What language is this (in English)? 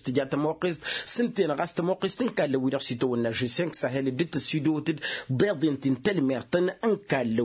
Tamasheq